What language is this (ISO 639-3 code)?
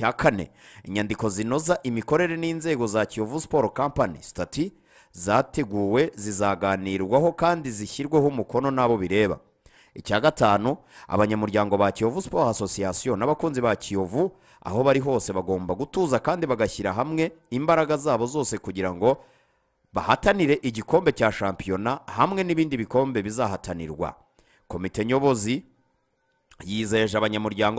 kin